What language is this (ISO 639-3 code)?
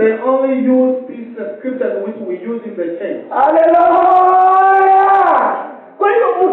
swa